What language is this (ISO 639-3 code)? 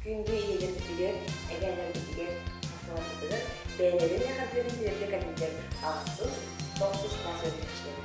sah